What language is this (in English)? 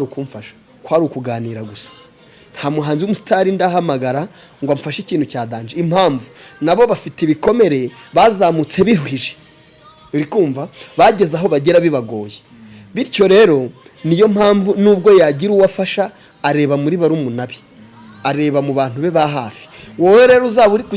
Kinyarwanda